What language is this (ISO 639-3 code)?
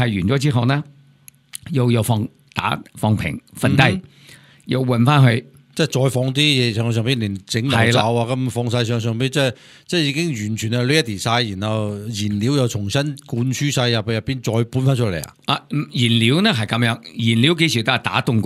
yue